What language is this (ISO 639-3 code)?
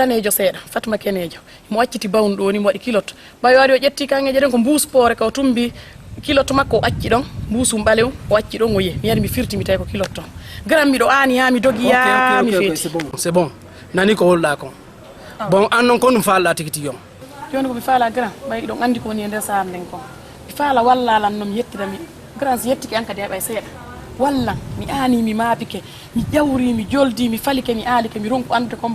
ful